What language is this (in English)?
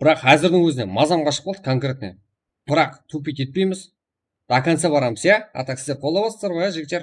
Kara-Kalpak